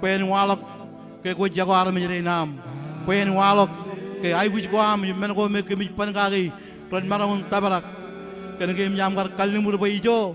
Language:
Marshallese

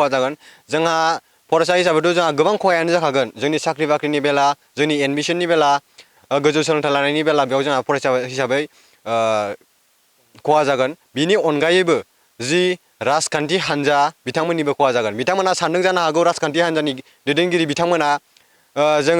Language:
Bodo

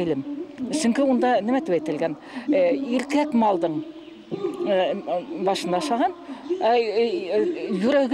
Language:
Bashkir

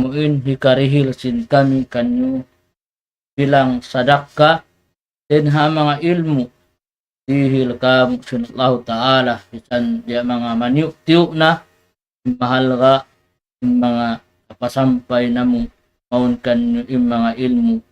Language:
Tausug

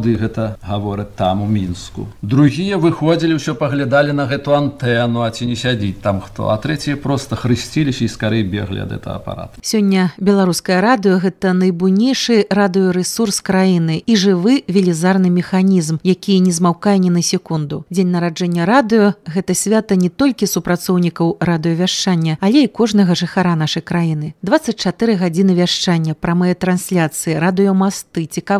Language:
Belarusian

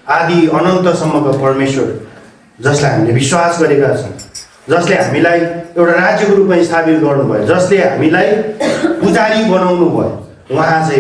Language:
Nepali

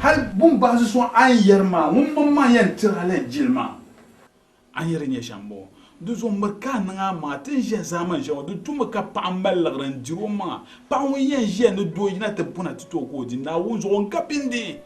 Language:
Dagbani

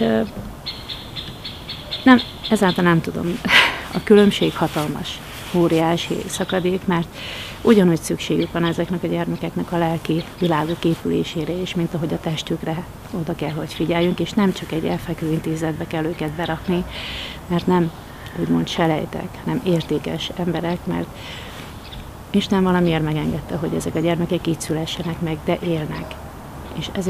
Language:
Hungarian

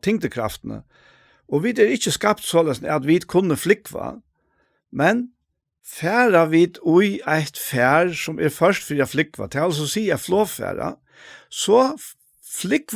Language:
Faroese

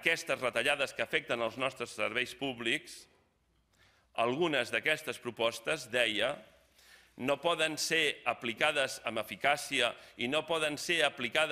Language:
Catalan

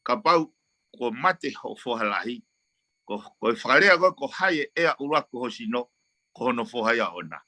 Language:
Tongan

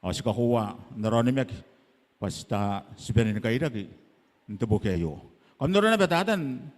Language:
Gilbertese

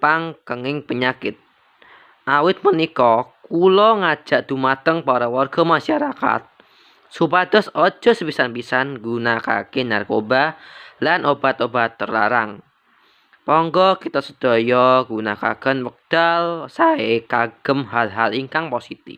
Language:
Javanese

